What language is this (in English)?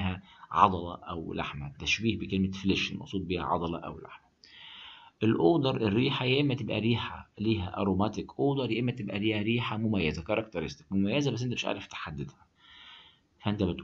Egyptian Arabic